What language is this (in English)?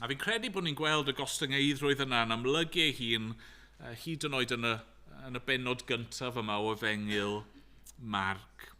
Welsh